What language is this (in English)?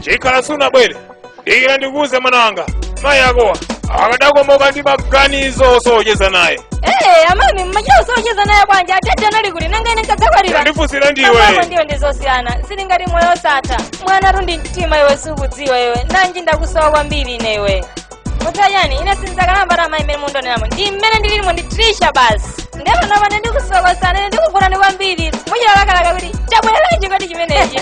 Nyanja